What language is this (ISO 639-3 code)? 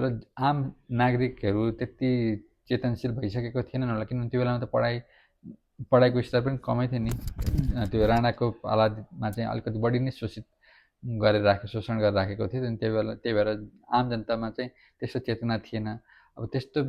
nep